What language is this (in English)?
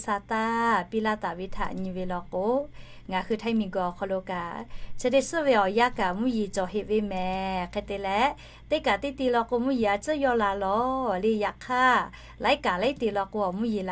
Lahu